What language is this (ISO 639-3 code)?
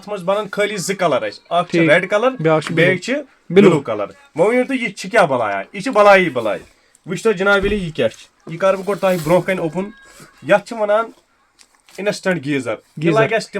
kas